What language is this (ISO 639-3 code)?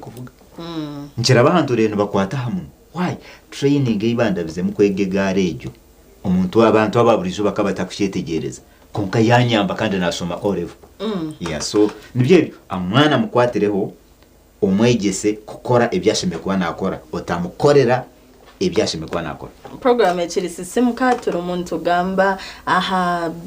nyn